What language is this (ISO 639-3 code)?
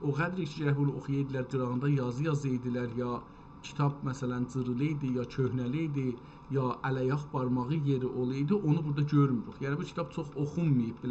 azb